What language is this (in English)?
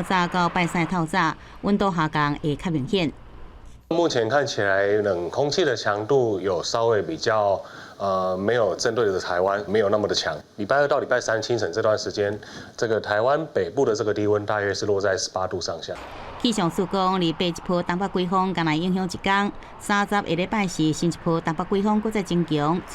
Min Nan Chinese